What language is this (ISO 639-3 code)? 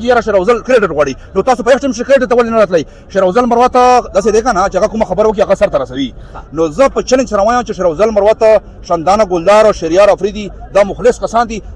pus